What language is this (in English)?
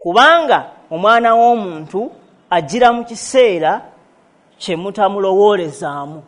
Ganda